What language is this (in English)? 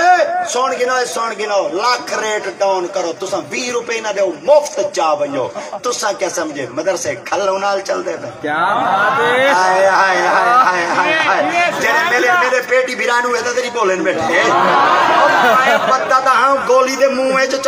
Saraiki